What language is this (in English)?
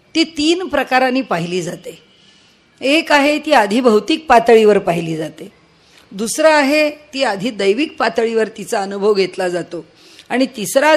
Marathi